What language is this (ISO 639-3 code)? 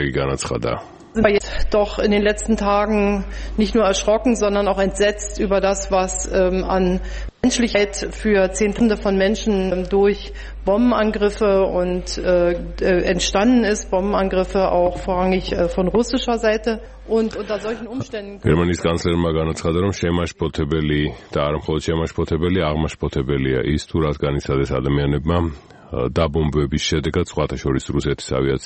kat